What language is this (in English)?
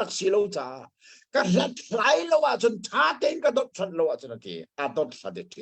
Hakha Chin